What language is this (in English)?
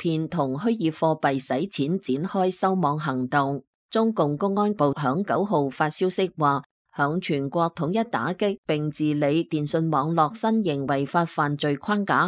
Cantonese